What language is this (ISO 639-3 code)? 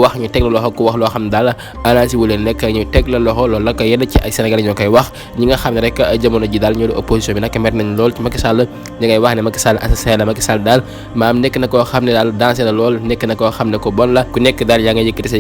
wol